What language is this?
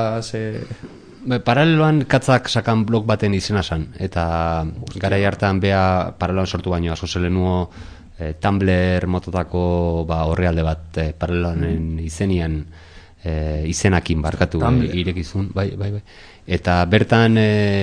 Basque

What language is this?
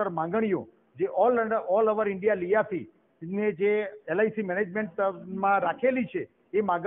Gujarati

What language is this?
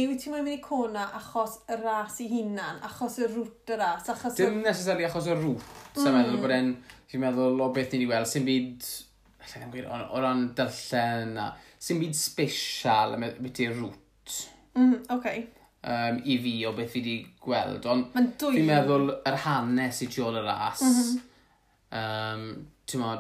Welsh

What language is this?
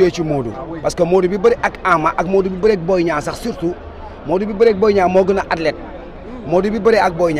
Wolof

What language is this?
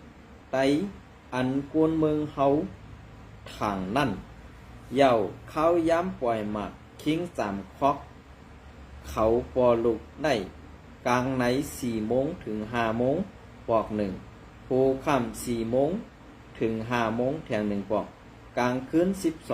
Shan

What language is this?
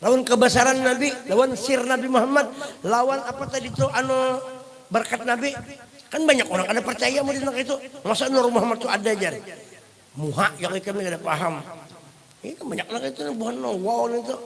Banjar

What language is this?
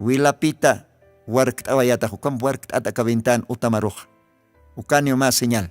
Aymara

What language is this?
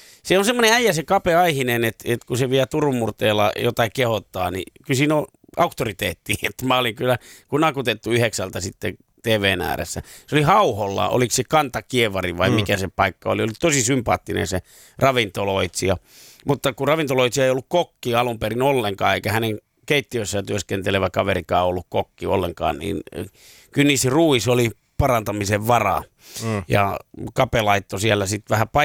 Finnish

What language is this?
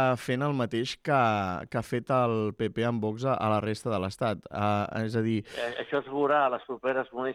Catalan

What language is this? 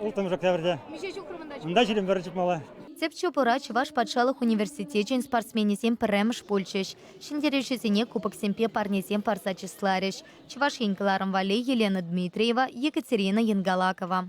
Chuvash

